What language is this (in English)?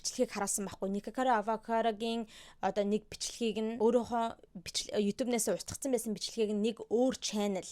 Mongolian